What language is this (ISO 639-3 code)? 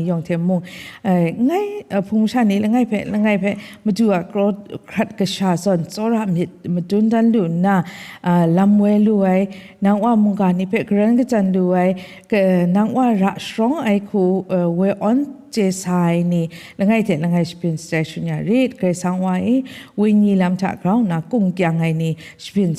kac